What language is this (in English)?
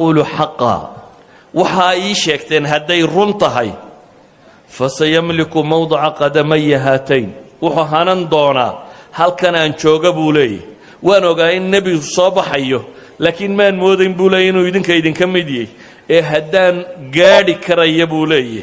Somali